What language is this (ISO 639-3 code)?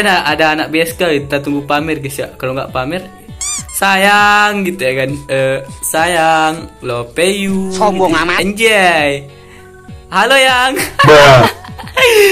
ind